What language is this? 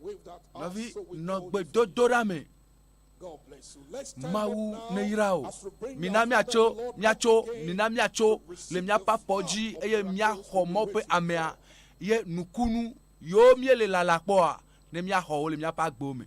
Ewe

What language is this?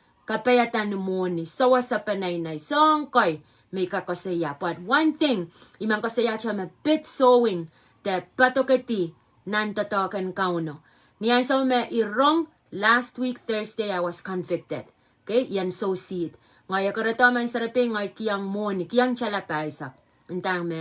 Pohnpeian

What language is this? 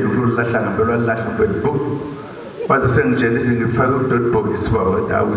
Zulu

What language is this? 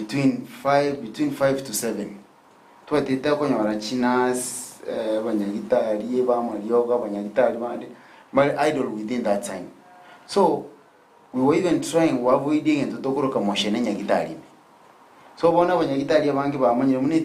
Gusii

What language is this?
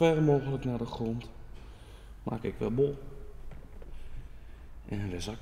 Dutch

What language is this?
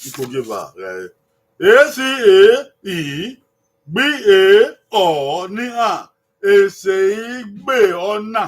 Bini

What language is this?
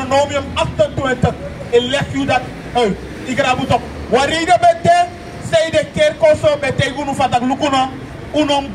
Sranan Tongo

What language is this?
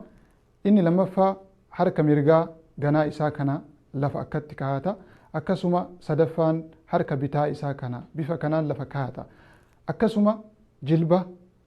Oromo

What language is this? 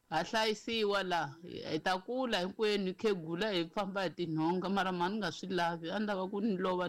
Tsonga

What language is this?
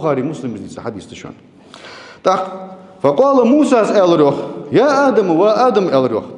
Ingush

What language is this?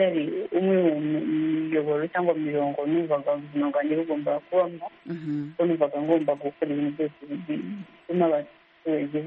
Kinyarwanda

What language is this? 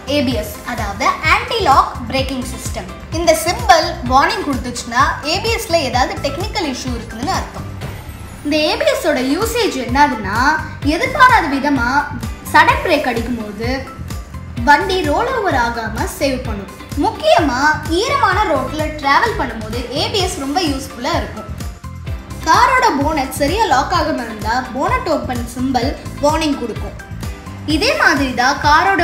Tamil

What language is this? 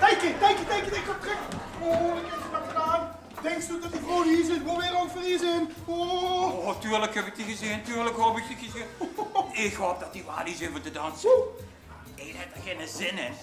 Limburgish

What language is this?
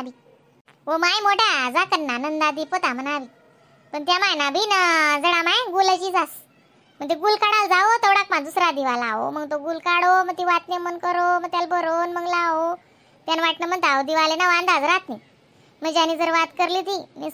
Khandesi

